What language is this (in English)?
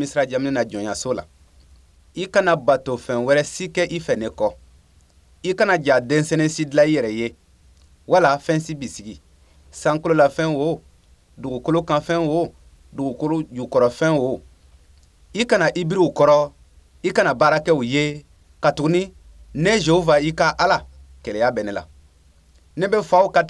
Bambara